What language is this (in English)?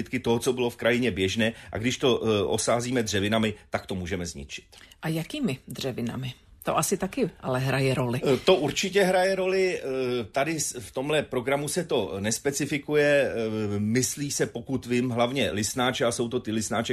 Czech